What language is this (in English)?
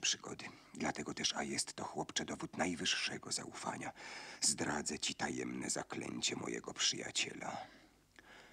Polish